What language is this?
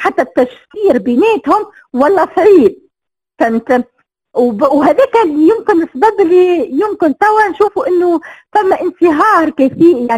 Tunisian Arabic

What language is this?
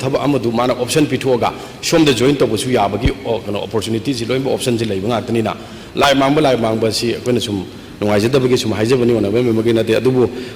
Manipuri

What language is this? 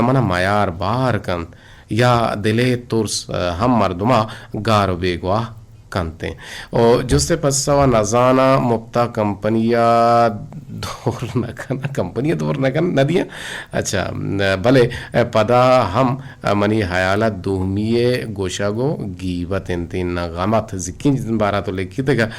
Eastern Balochi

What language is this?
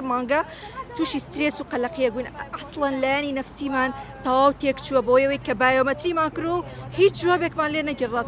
Central Kurdish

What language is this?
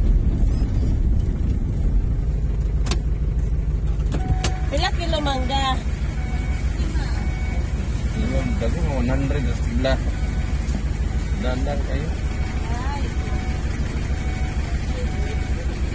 Cebuano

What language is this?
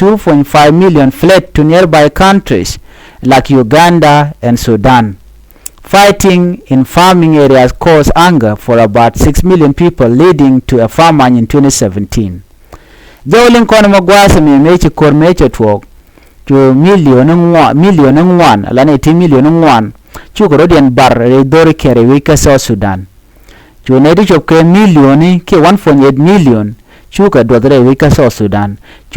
Nuer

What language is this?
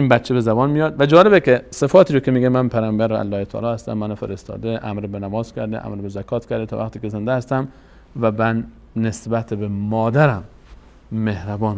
Persian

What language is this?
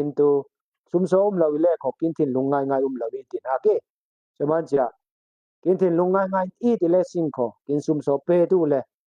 Falam Chin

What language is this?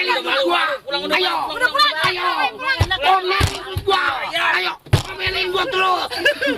Betawi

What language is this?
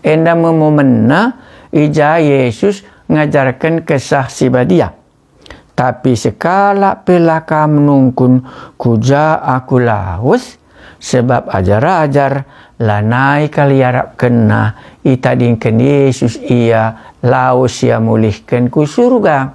Batak Karo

